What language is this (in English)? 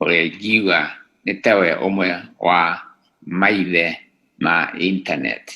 Kikuyu